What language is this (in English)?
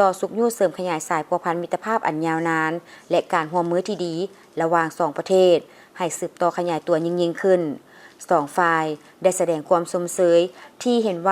Lao